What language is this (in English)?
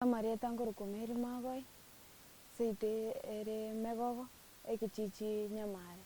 Gusii